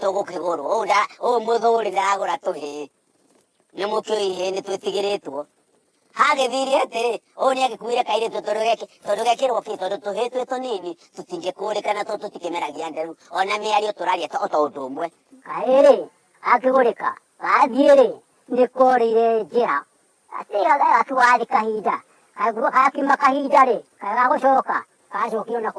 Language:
Kikuyu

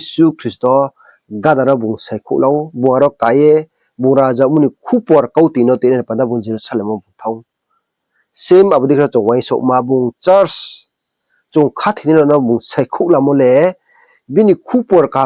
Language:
Riang (India)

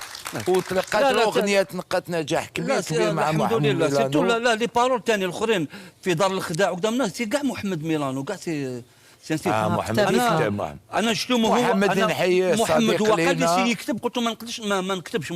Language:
Algerian Arabic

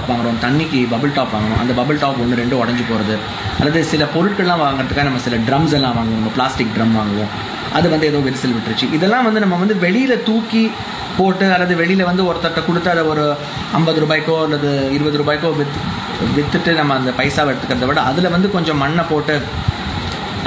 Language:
Tamil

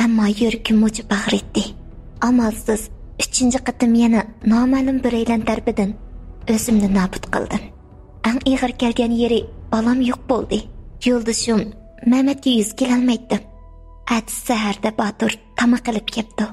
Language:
Uyghur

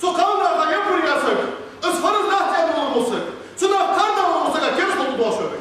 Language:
Ingush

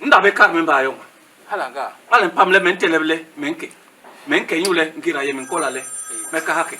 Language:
Basaa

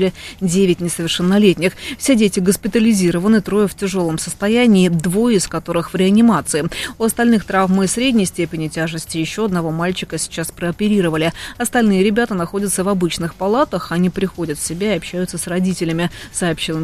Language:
Russian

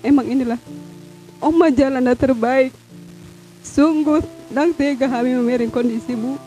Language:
Batak Toba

